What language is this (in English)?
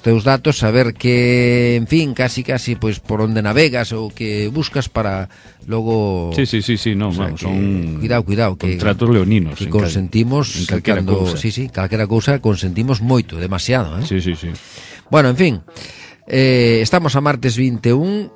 Galician